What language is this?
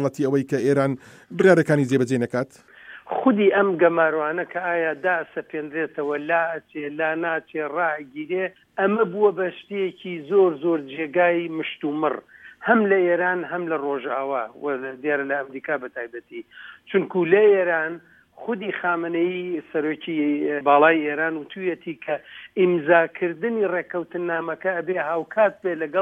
Central Kurdish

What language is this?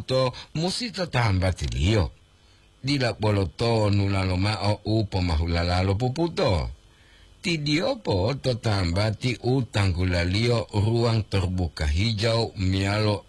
Gorontalo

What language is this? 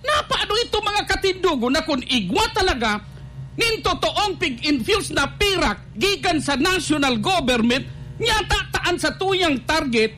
Bikol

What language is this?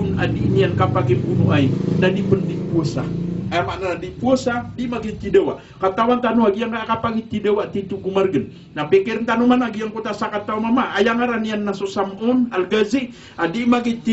Maranao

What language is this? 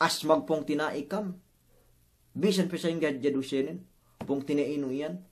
Yakan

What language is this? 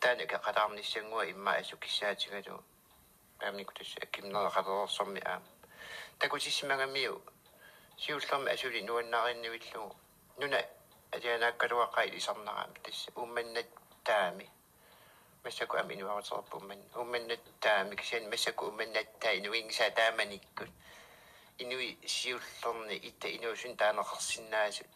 Kalaallisut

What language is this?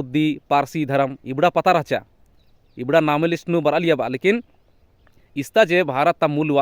Kurukh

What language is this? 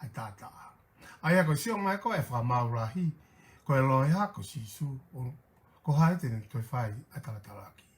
Tongan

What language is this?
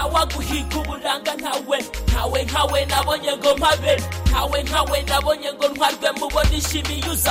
Kinyarwanda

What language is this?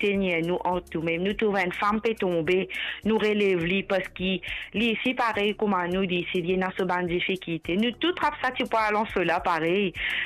Morisyen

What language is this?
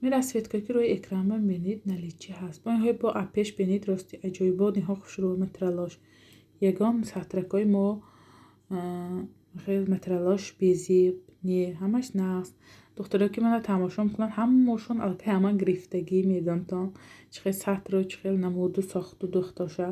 Tajik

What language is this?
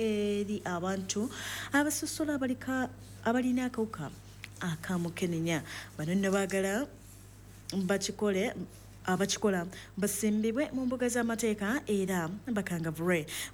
Ganda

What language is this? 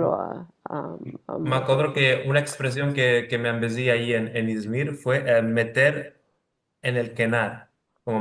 Ladino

